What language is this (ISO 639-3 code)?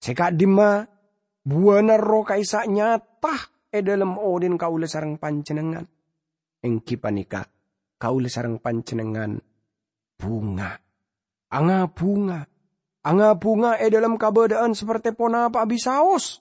mad